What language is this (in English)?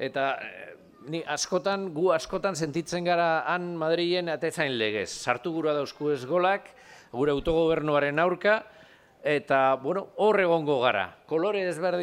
Basque